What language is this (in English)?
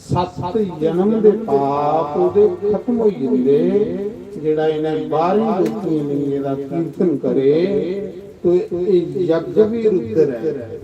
Dogri